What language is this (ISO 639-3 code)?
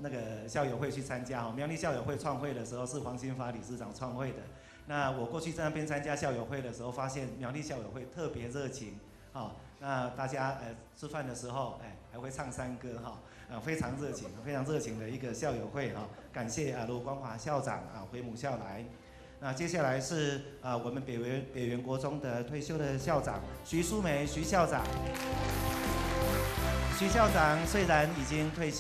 zho